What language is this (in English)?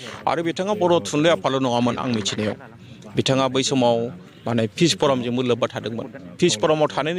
Bodo